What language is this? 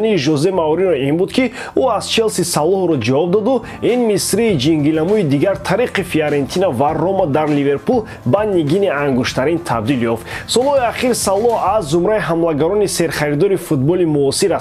Tajik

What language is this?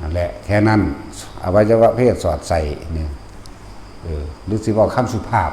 Northeastern Thai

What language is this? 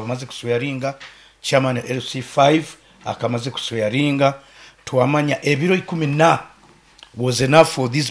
Nyankole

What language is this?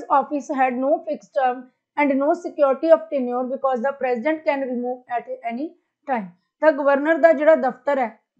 Punjabi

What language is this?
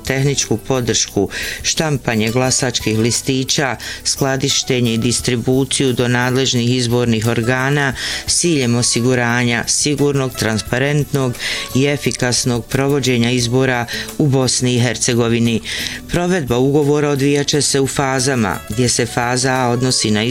Bosnian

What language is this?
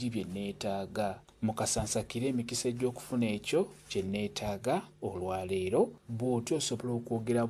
Ganda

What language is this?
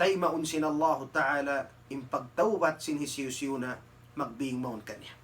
Tausug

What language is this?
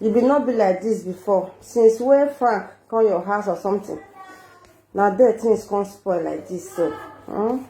Nigerian Pidgin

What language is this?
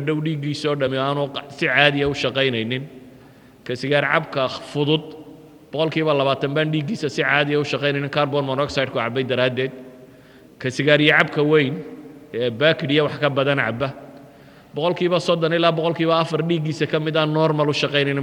Somali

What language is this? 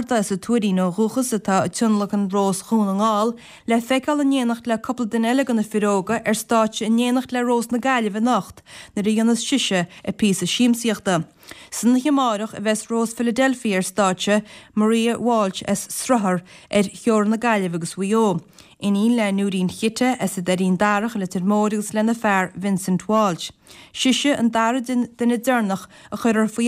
Irish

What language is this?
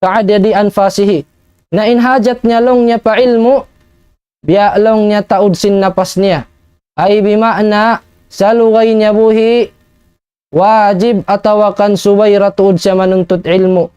Tausug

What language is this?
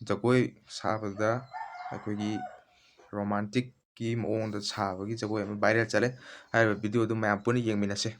Manipuri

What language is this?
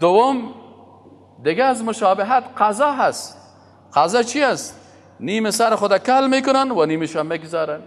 Persian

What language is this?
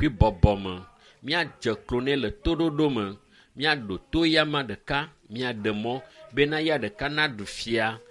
Ewe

